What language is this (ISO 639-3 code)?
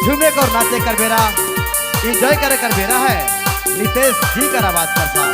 sck